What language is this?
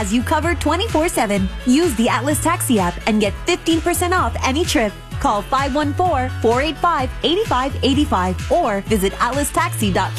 English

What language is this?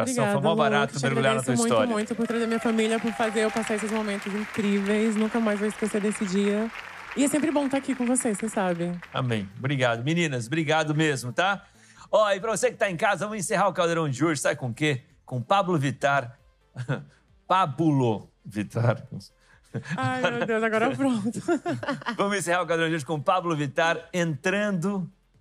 Portuguese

